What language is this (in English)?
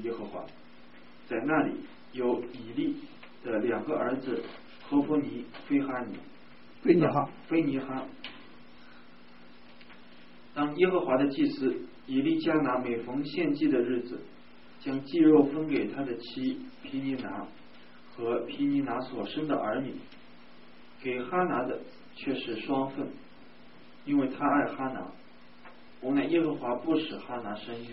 Chinese